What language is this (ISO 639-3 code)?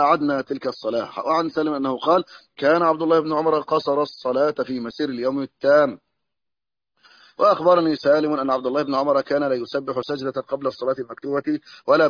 ara